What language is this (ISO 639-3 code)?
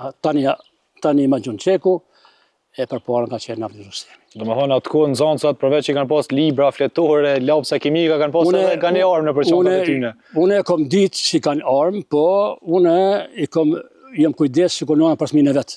sqi